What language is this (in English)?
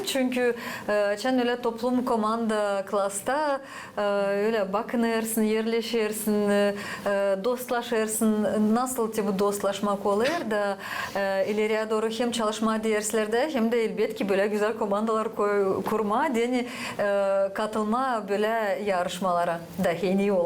Gagauz